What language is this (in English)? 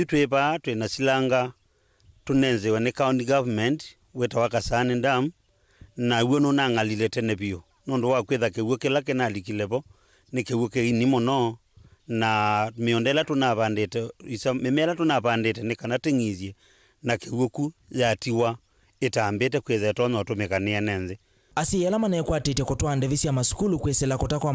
Kamba